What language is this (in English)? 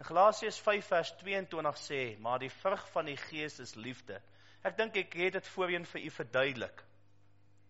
Afrikaans